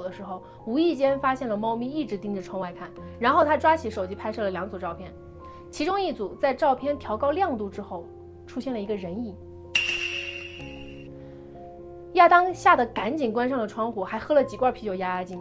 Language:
Chinese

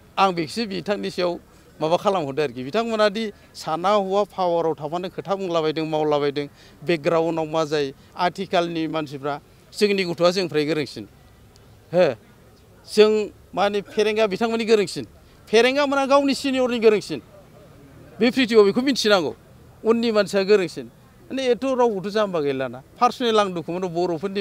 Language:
Bodo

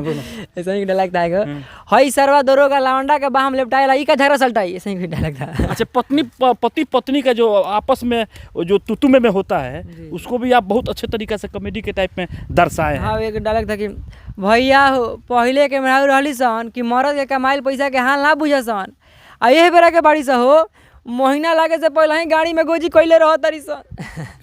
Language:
Bhojpuri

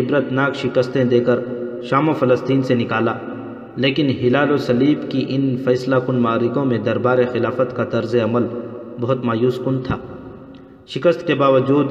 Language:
Urdu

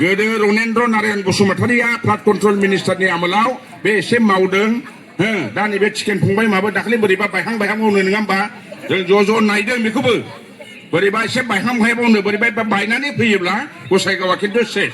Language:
Bodo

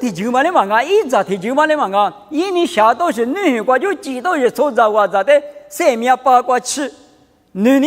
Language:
Lisu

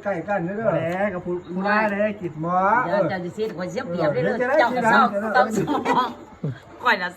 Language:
Lao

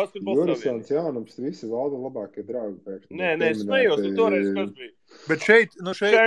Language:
Latvian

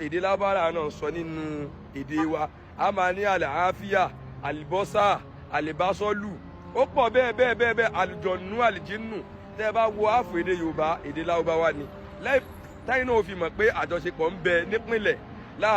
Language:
Yoruba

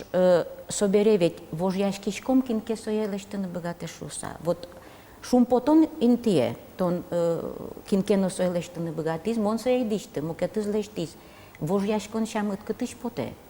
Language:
Udmurt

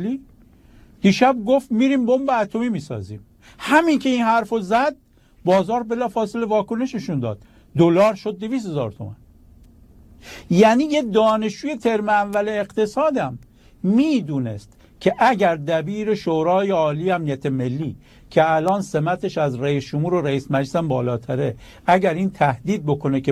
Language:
Persian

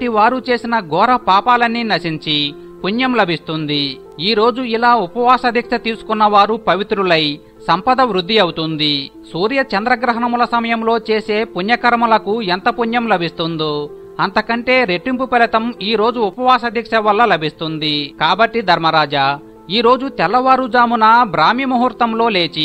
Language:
Telugu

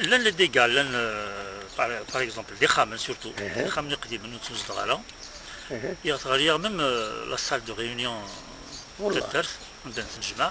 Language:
Kabyle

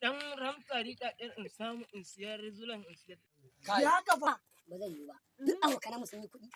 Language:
Hausa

